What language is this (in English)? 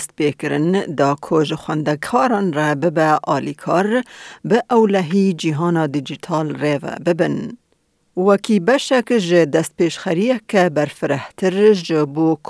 Kurdish